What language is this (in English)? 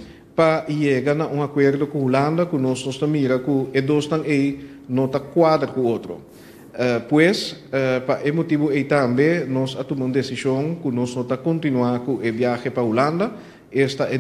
Papiamento